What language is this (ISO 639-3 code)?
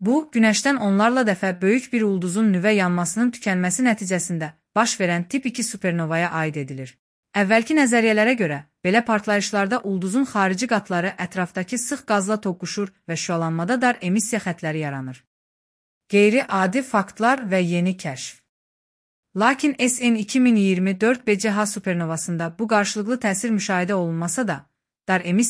aze